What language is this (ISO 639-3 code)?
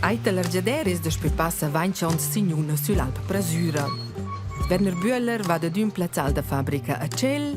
roh